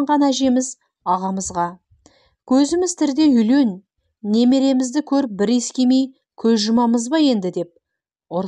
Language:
Kazakh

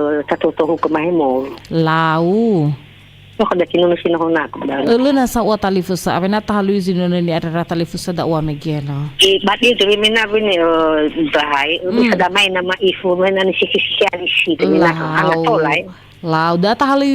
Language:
Nias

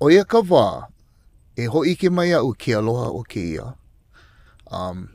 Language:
Hawaiian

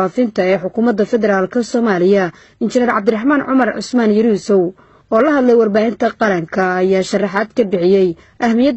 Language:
Somali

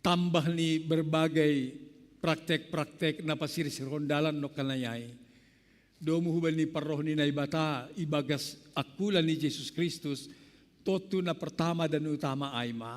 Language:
Batak Simalungun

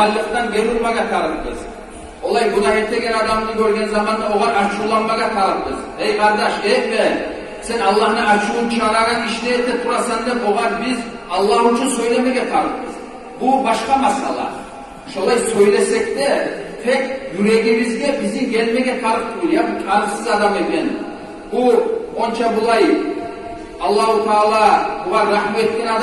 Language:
Kumyk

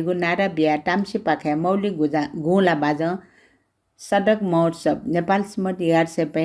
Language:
Newari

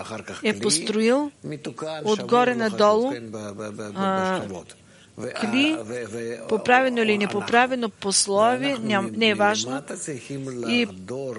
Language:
Bulgarian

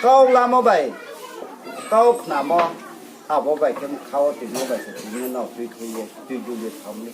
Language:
Riang (India)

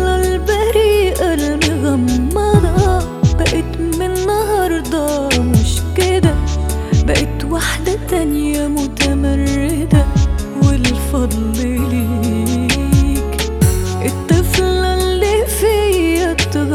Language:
Egyptian Arabic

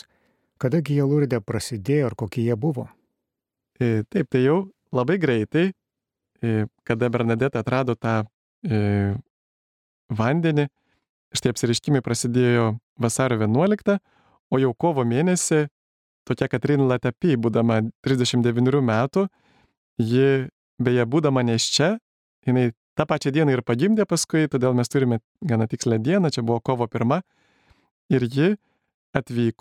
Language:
Lithuanian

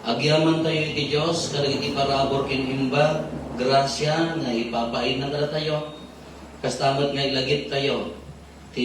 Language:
Iloko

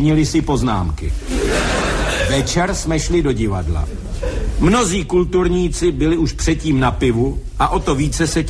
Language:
Czech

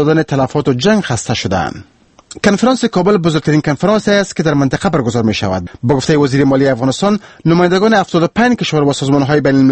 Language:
Persian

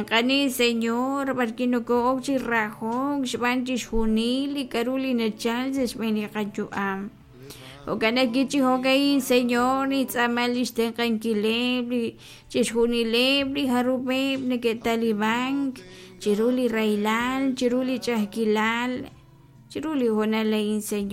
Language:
Kekchí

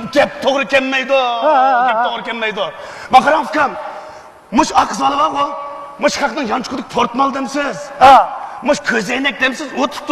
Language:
Uyghur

